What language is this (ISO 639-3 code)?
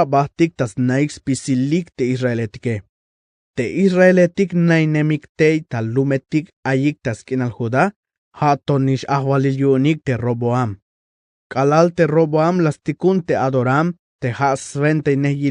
tzh